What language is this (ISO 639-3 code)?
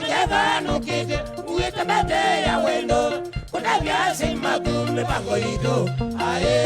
kam